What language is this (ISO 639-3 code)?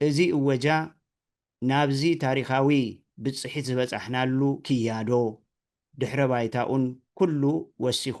tir